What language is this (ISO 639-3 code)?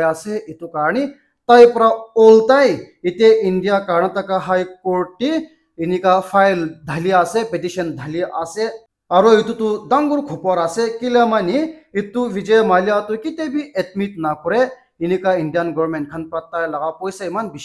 nag